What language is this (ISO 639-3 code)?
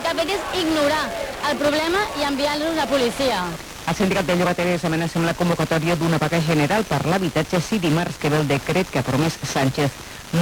cat